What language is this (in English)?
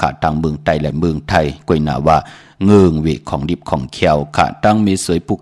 Shan